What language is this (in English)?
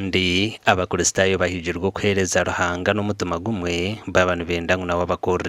Nyankole